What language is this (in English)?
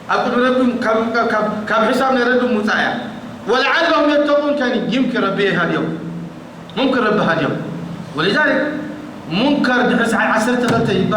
Tigrinya